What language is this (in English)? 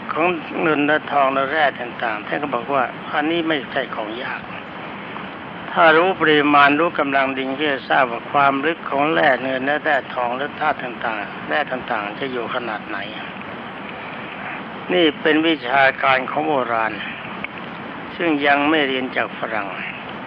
Thai